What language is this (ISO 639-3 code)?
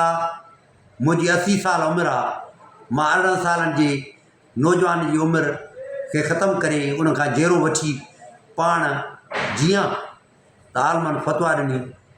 snd